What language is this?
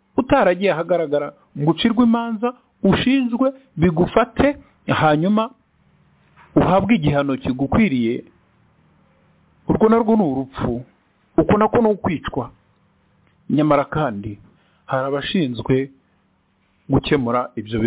Kinyarwanda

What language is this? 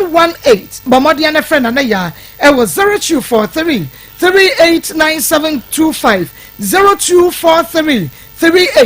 Akan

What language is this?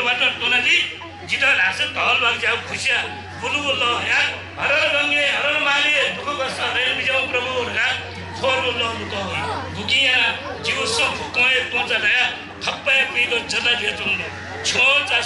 Newari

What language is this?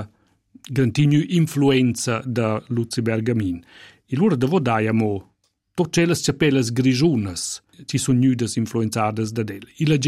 Italian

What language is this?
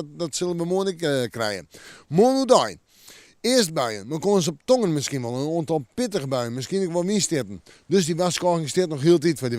Western Frisian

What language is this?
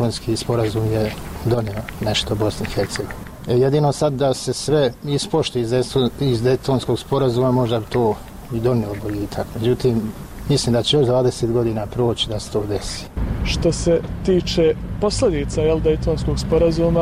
Bosnian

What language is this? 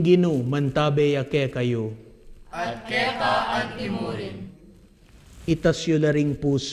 Pampanga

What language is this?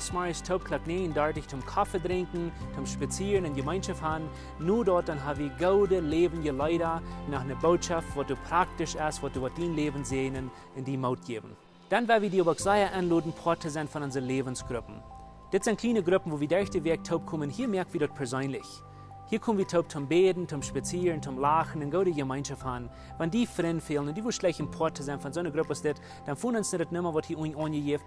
Plautdietsch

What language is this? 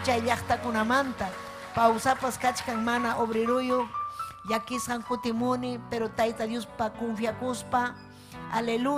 Ayacucho Quechua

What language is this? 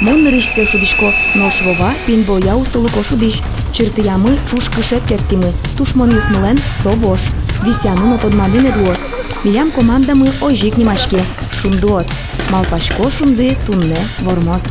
Udmurt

